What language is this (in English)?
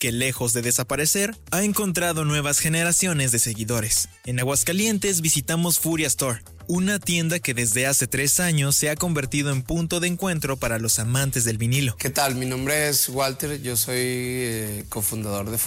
Spanish